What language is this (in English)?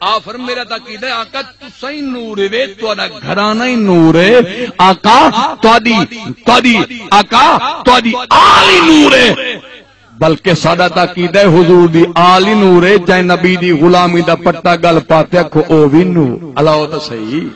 Saraiki